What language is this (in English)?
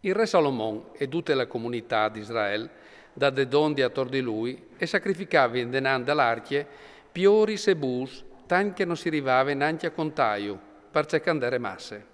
Friulian